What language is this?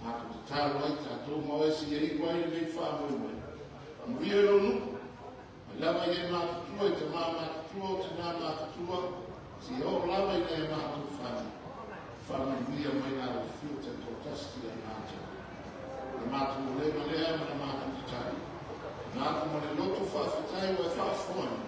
Samoan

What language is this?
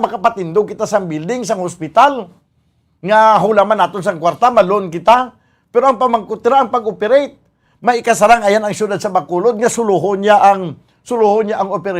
Hiligaynon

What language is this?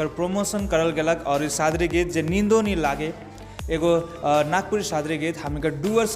Sadri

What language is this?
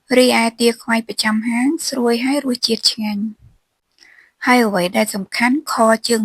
Khmer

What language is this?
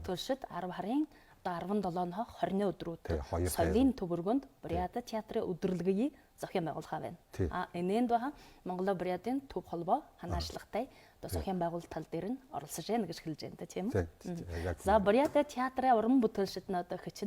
Buriat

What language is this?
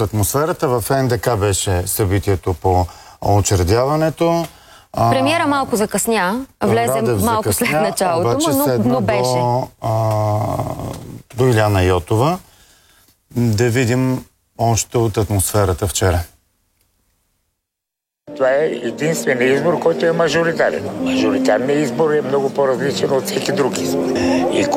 Bulgarian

